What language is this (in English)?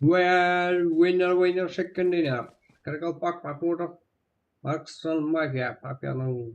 Kara-Kalpak